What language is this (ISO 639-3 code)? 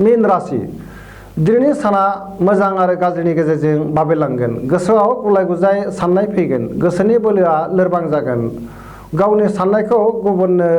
brx